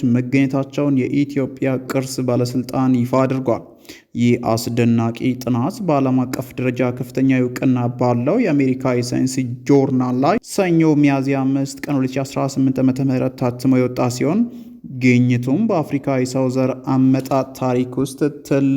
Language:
Amharic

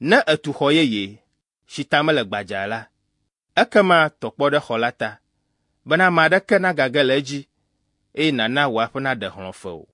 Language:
Ewe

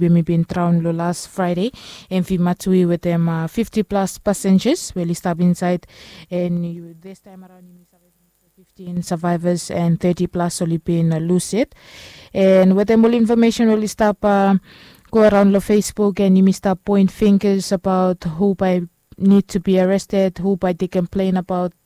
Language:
Bislama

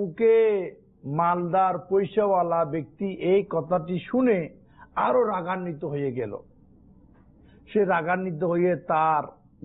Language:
Bangla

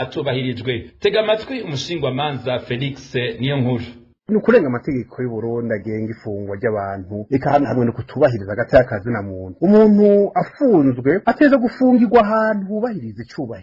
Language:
Rundi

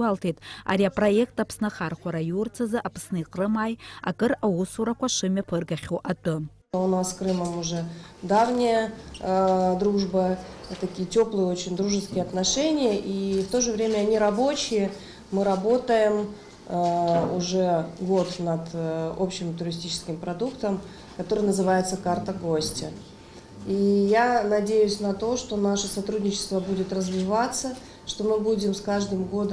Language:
Abkhazian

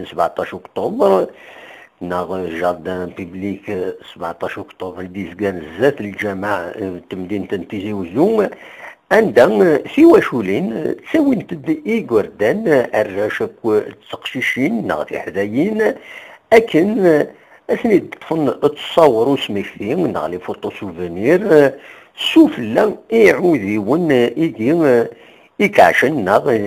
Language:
Kabyle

